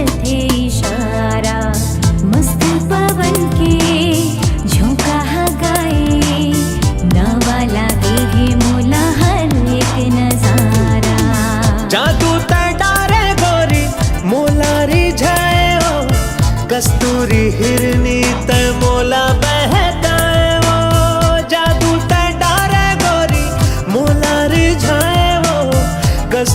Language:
Chhattisgarhi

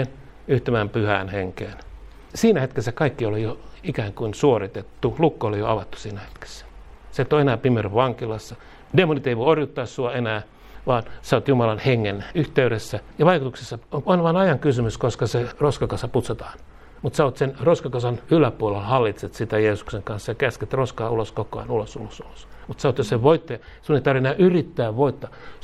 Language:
Finnish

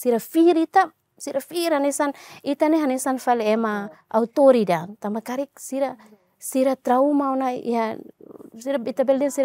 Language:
Tetum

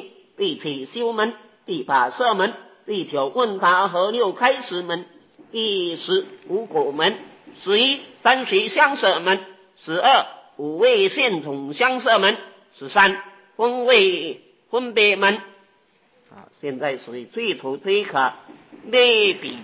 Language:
Chinese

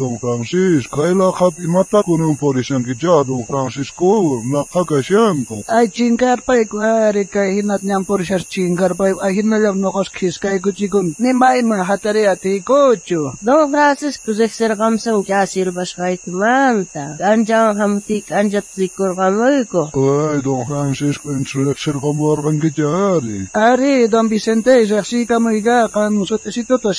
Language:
South Bolivian Quechua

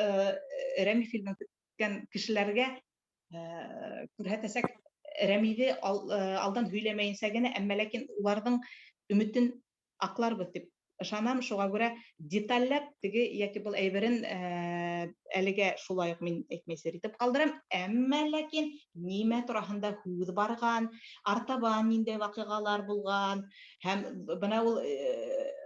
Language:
Bashkir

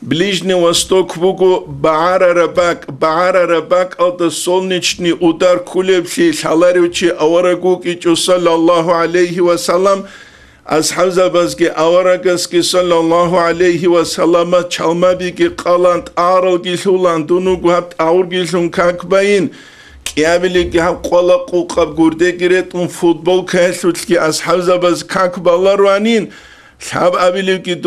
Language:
Avaric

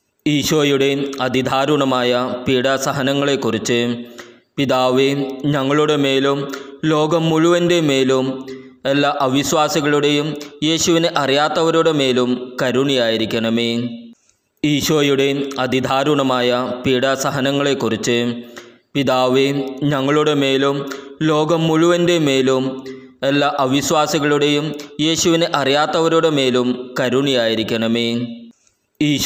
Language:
Malayalam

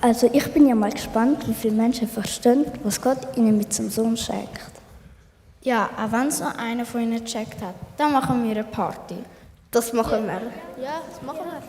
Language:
Swiss German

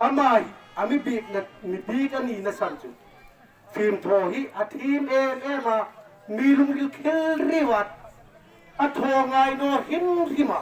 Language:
Hmar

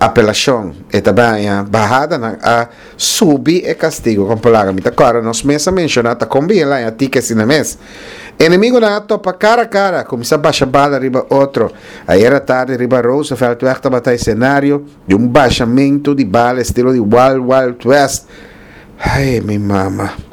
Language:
Papiamento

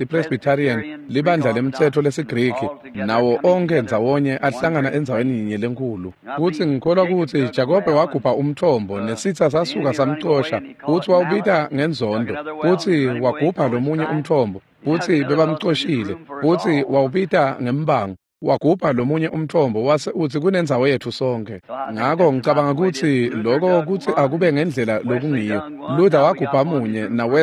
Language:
Swati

